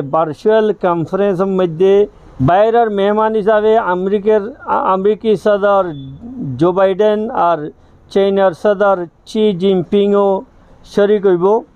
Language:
Rohingya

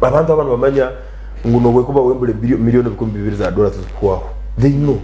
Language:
Nyankole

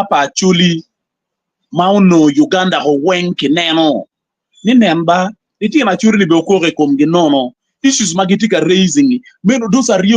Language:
Acoli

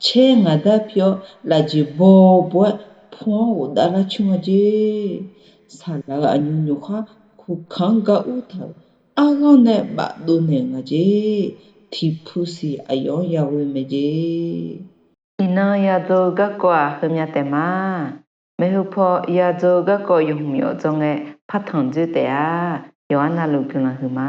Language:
Akha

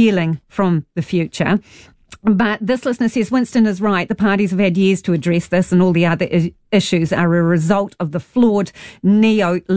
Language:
English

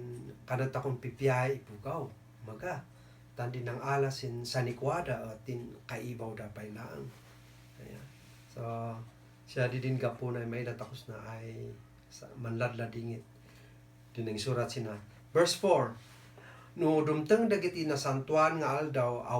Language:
Kankanaey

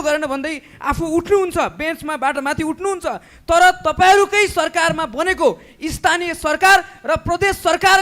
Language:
Nepali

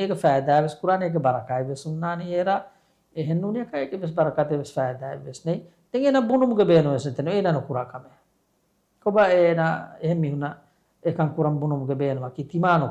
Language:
Divehi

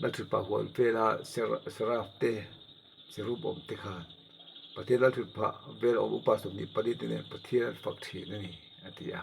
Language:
Mizo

